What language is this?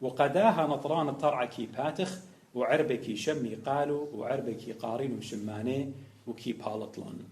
Assyrian Neo-Aramaic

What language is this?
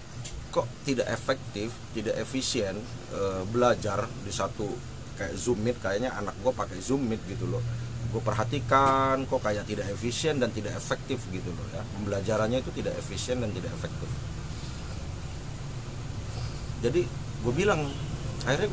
Indonesian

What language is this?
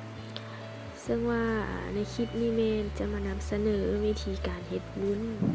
Lao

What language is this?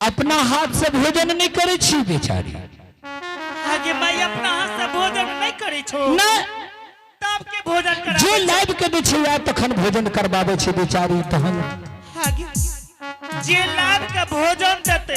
Angika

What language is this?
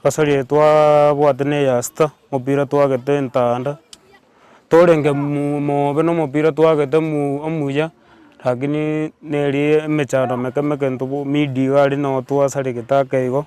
Gusii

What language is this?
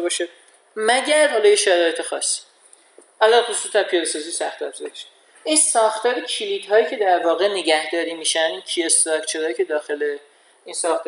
Persian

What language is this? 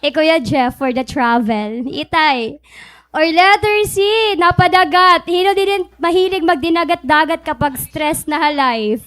Waray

